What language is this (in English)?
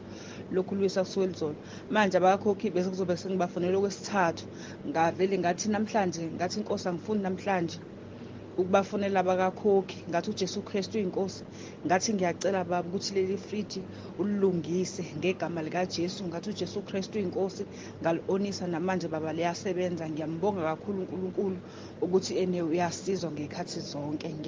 Zulu